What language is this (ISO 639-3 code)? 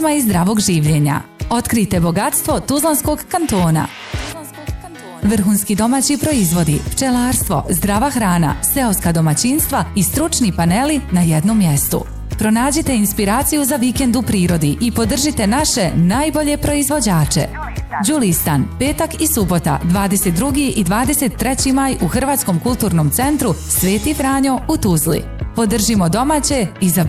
bos